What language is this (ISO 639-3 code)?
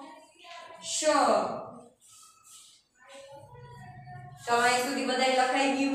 guj